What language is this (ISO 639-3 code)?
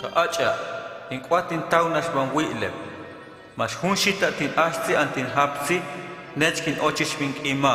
hus